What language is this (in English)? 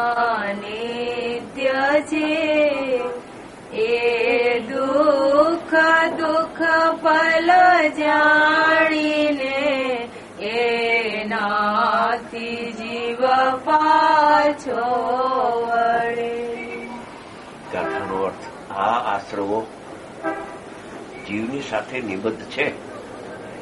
Gujarati